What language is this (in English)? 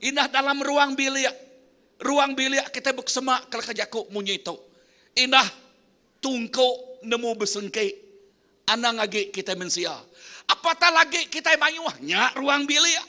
Iban